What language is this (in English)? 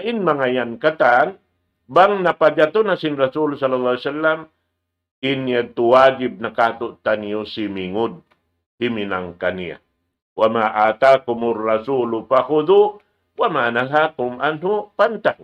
Tausug